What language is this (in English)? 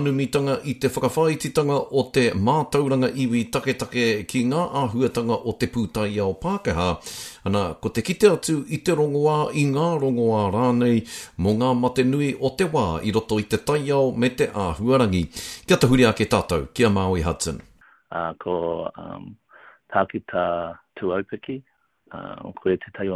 Māori